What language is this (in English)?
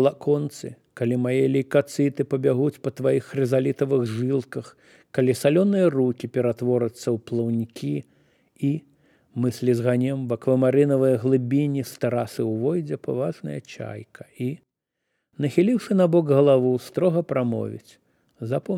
Belarusian